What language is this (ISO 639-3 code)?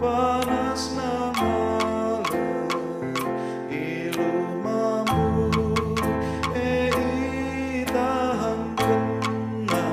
btx